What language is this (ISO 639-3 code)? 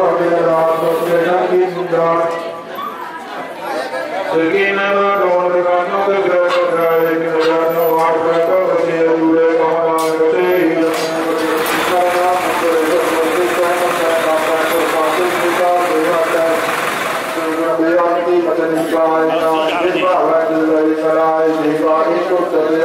pan